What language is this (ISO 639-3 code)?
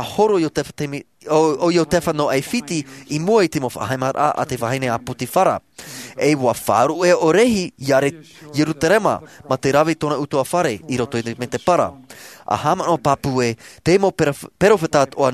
tah